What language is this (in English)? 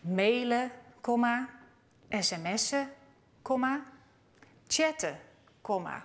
Western Frisian